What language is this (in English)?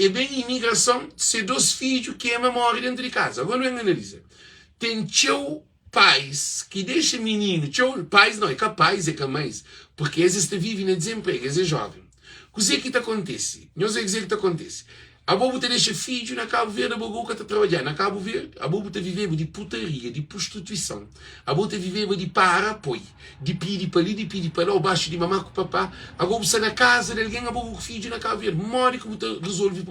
Kabuverdianu